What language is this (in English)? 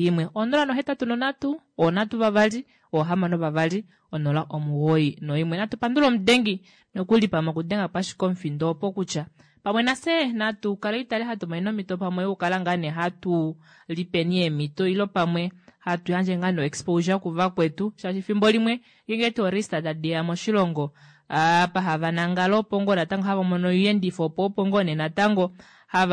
Kuanyama